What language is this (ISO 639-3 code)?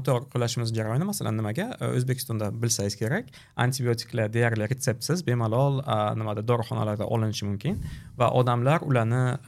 uzb